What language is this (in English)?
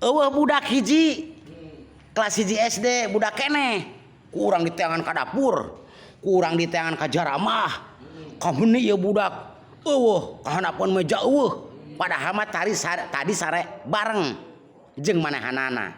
Sundanese